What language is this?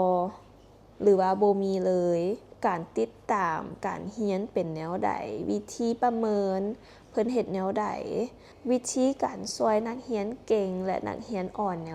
Lao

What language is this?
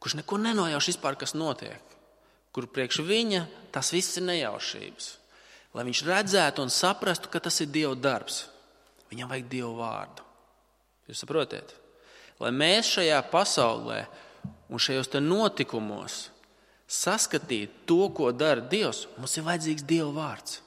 Latvian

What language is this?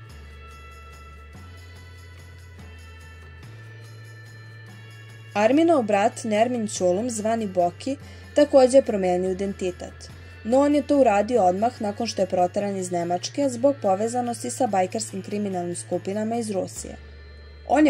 Serbian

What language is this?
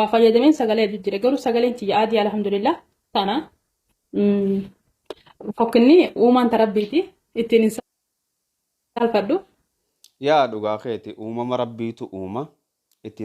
Oromo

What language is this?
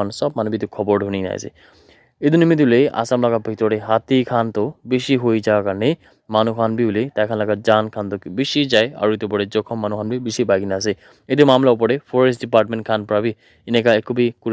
Naga Pidgin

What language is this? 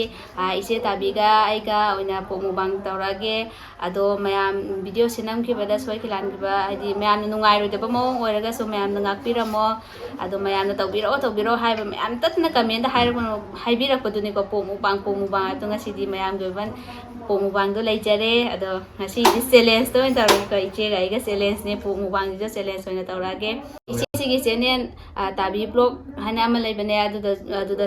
Manipuri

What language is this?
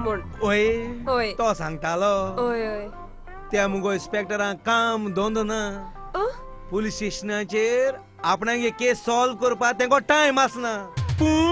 Konkani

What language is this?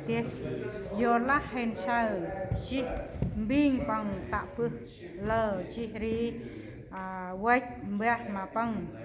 Central Mnong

